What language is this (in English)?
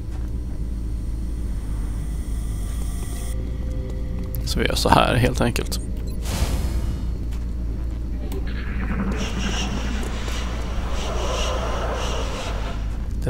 Swedish